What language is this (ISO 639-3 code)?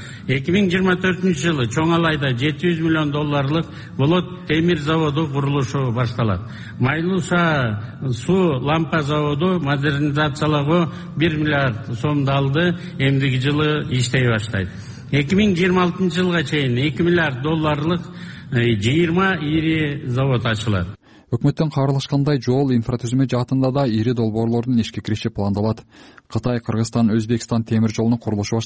kir